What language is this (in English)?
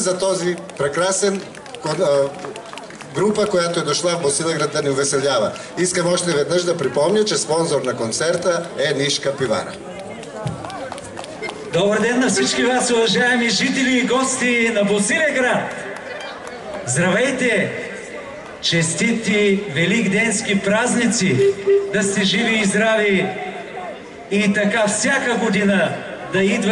Bulgarian